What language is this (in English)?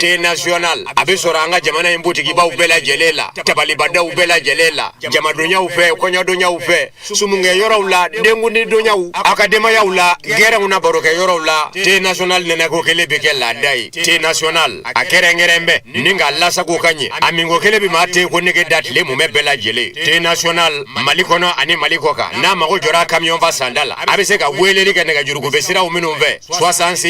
Bambara